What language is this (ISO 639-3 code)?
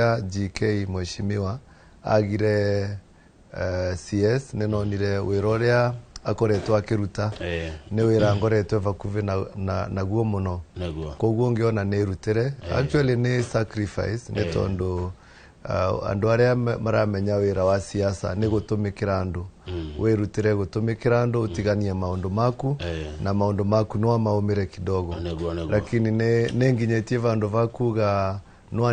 kik